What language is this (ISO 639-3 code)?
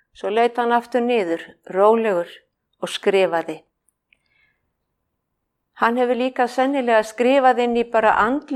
isl